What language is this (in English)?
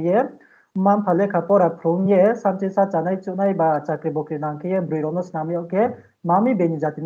Riang (India)